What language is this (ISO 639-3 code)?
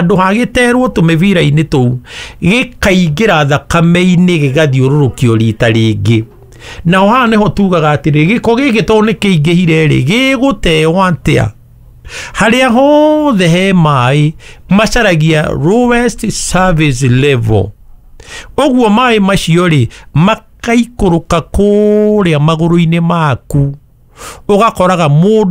kik